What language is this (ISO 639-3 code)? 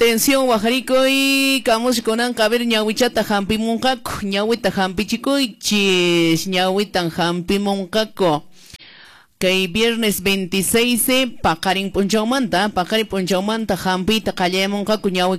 que